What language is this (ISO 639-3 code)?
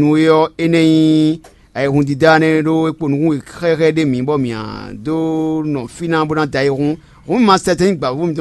fon